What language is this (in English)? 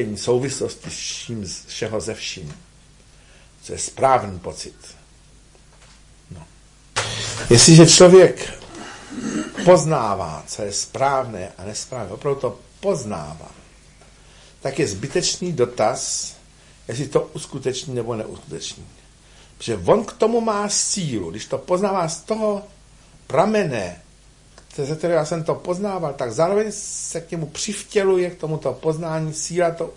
Czech